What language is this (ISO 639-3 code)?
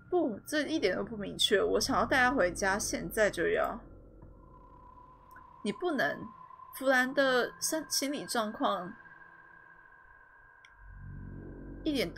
zho